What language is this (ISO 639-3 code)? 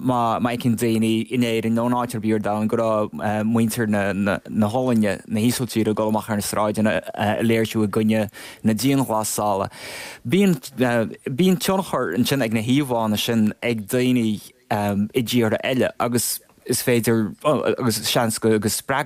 gle